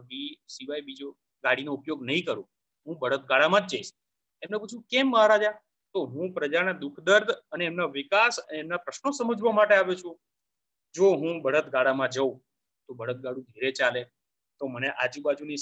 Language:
Gujarati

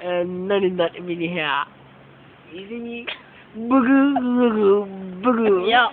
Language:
Jamaican Creole English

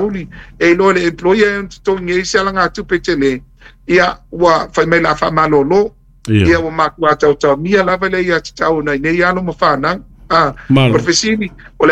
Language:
Samoan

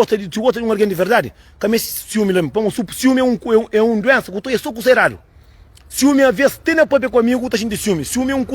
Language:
Kabuverdianu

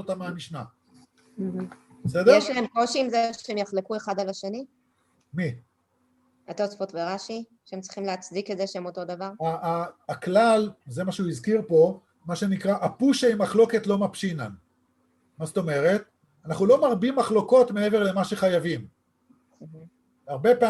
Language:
Hebrew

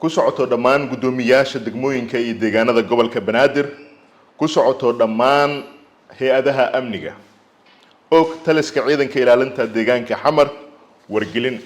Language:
Somali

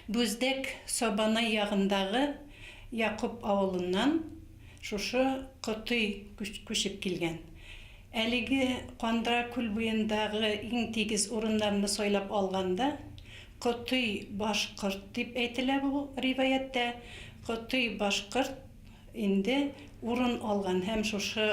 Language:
Bashkir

